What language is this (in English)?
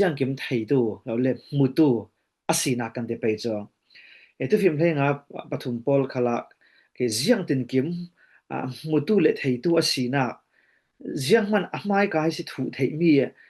Falam Chin